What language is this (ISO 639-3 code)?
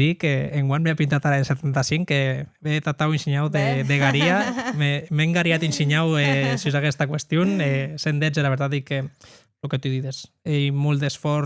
oci